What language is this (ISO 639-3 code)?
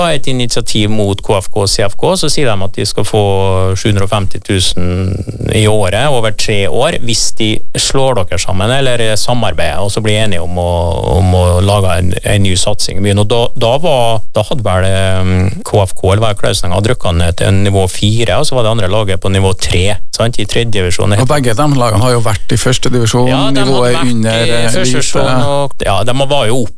nor